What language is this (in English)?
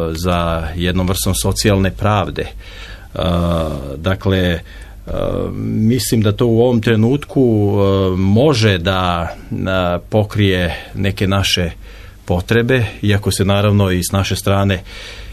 Serbian